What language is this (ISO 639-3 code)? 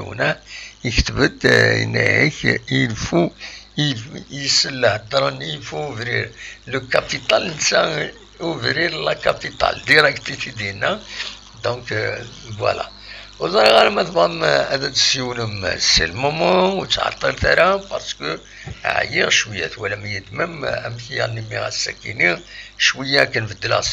kab